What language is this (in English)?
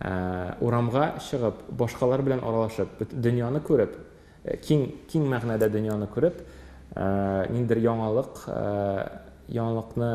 Tatar